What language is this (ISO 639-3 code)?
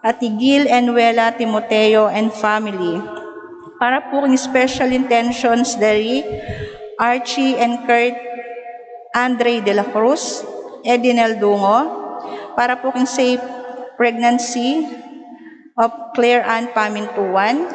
pam